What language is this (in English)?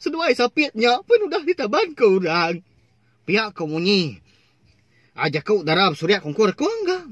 Iban